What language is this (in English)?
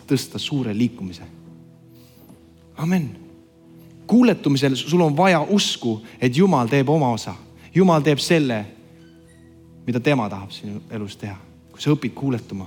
Estonian